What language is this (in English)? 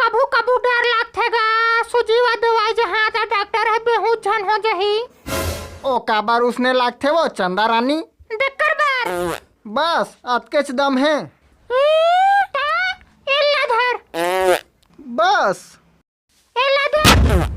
Chhattisgarhi